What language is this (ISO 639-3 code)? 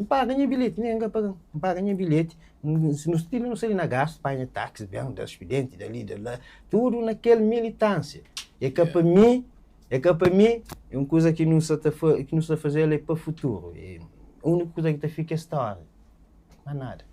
kea